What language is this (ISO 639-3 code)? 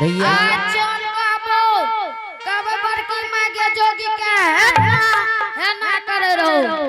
anp